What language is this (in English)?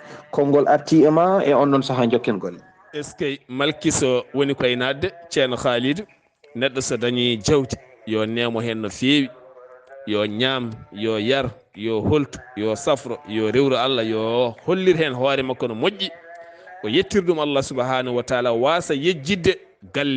Fula